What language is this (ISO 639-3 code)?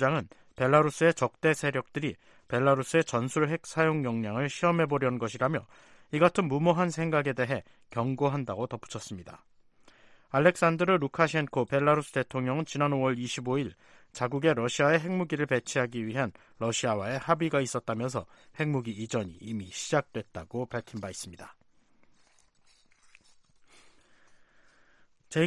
kor